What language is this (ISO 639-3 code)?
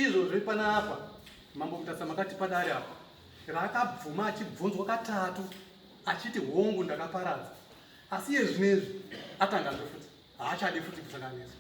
sna